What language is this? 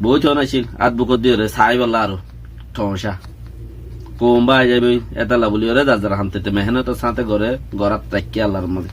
Rohingya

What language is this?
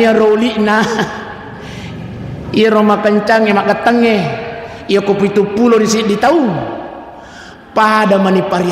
Buginese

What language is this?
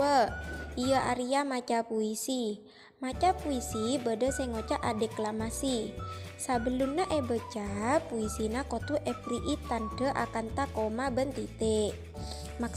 Madurese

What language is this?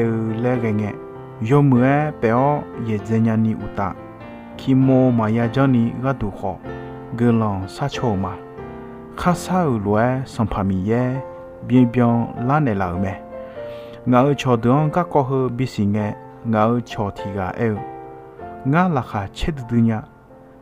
Akha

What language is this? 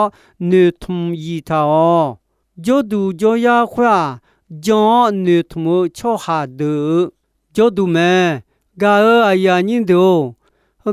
Akha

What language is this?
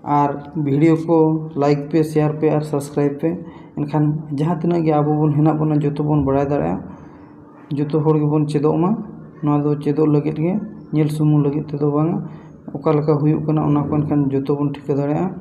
Santali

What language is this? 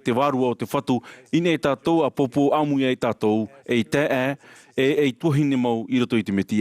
Tahitian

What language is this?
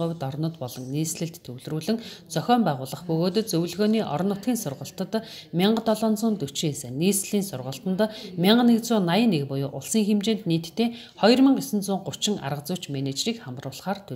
Mongolian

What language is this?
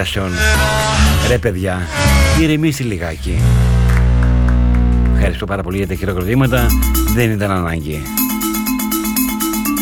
Greek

